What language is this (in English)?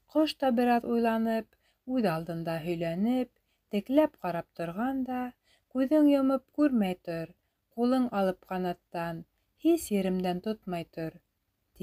Bashkir